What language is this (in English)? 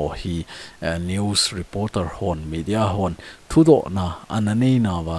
Thado Chin